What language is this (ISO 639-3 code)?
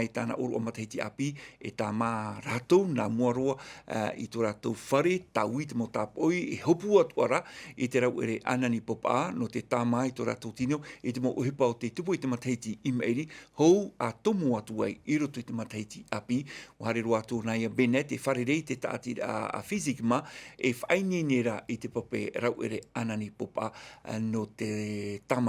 tah